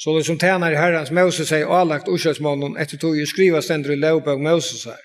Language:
Faroese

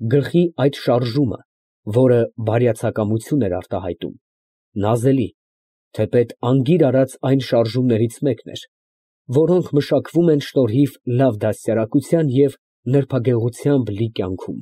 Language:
Armenian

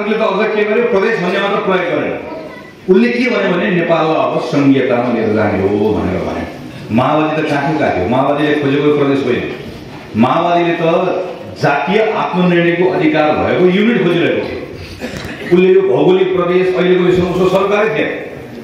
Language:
Nepali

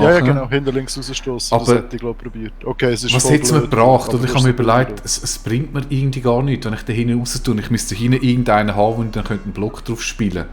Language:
Swiss German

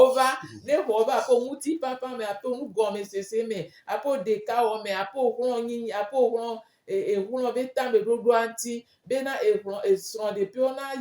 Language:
Gen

